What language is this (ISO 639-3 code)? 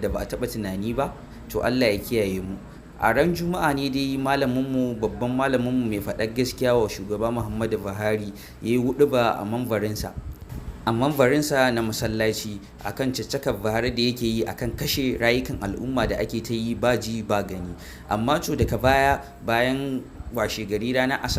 hau